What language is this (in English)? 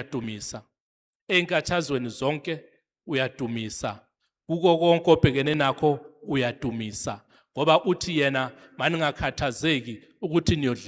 Zulu